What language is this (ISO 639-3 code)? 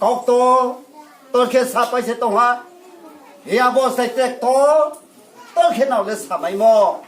ria